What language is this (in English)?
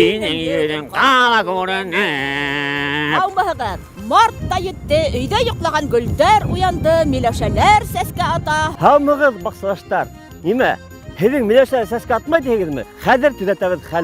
Bashkir